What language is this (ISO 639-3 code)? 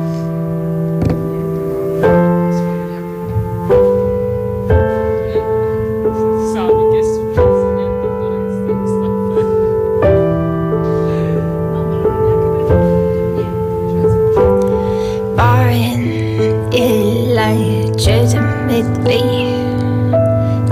ita